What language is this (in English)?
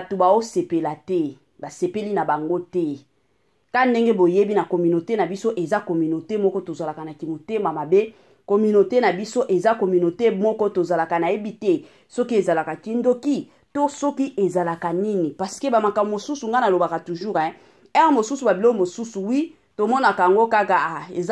Lingala